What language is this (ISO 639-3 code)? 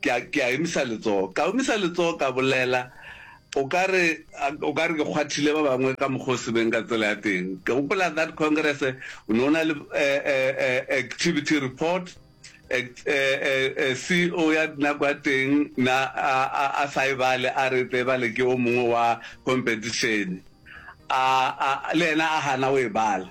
nso